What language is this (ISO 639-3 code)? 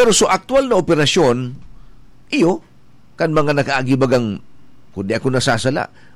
bik